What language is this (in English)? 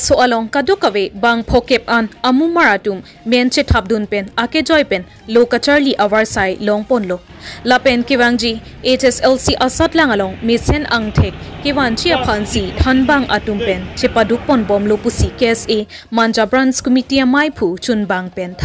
Karbi